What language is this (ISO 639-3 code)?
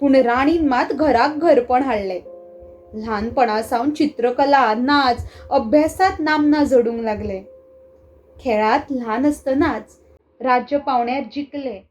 kok